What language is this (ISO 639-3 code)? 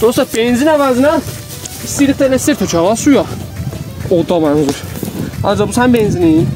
azb